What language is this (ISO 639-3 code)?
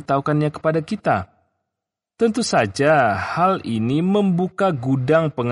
ind